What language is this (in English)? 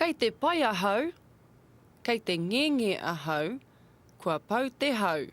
Māori